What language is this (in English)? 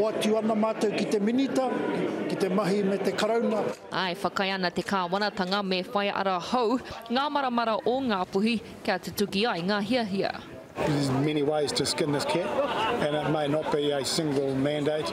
Māori